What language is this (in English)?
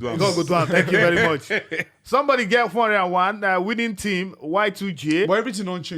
Nigerian Pidgin